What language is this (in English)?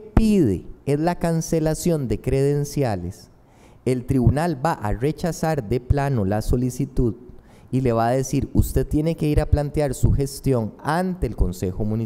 Spanish